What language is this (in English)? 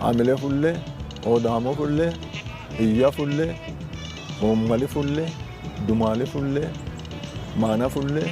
Sidamo